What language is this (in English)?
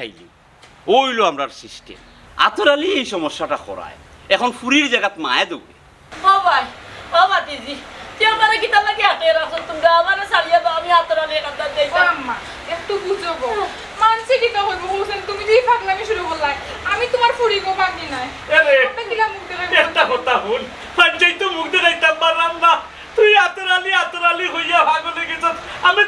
Sylheti